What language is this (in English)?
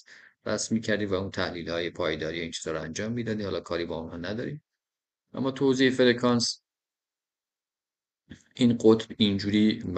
Persian